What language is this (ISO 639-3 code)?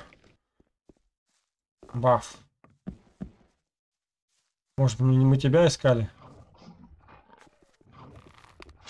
rus